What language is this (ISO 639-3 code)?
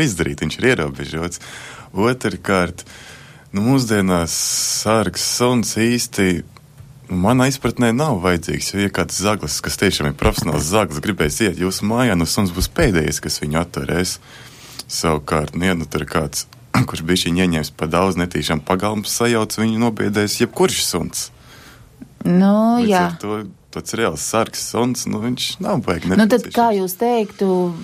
lav